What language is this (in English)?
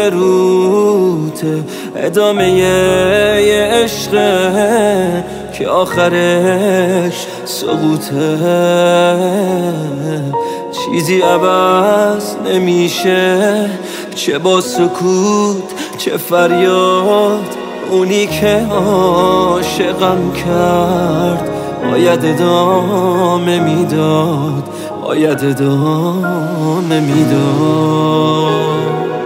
Persian